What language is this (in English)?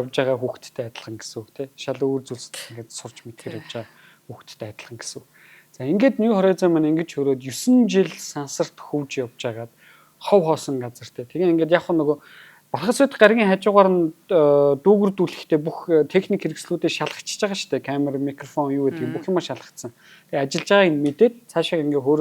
Mongolian